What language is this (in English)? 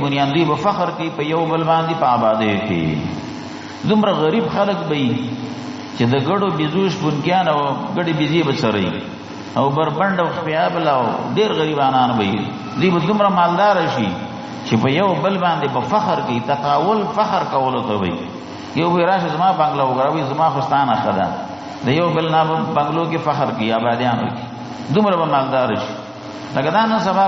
Pashto